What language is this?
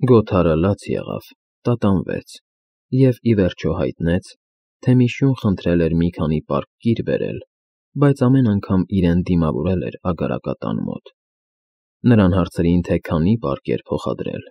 Armenian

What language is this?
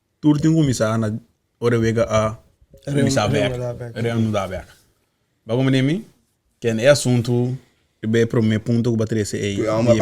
Papiamento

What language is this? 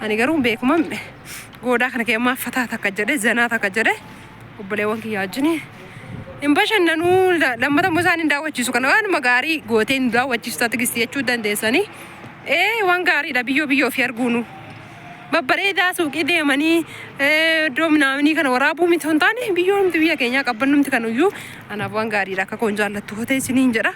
Oromo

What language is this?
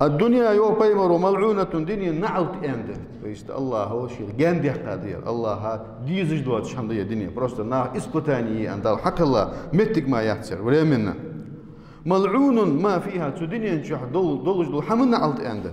Ingush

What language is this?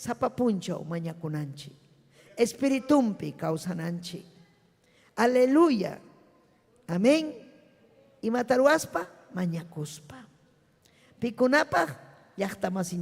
Ayacucho Quechua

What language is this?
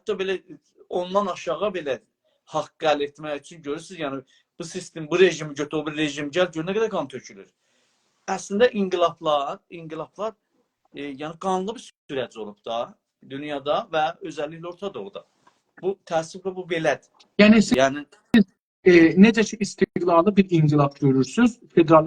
South Azerbaijani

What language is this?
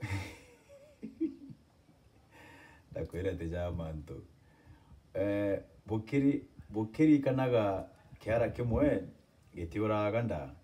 Meru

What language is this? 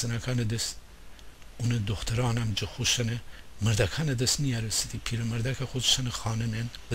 Gilaki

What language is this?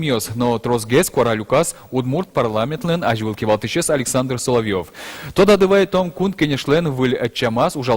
Udmurt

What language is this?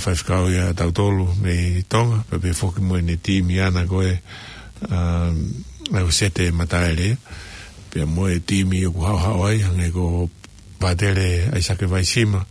Tongan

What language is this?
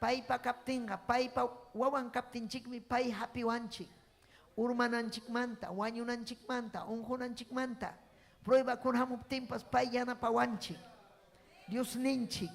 Ayacucho Quechua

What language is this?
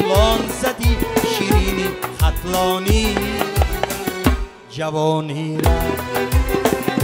Tajik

